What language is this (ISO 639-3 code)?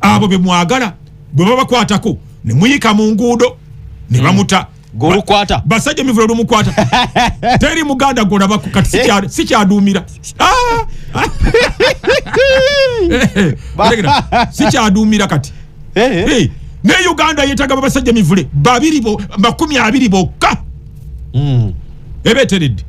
lug